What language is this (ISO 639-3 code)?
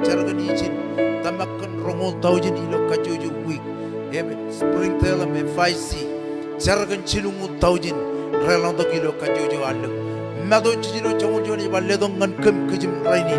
mah